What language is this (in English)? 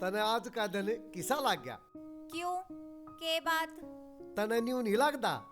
Haryanvi